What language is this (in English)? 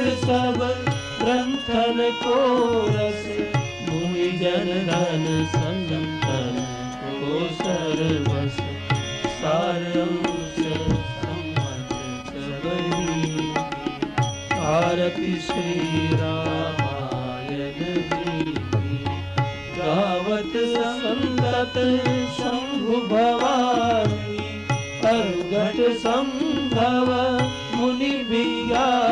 Gujarati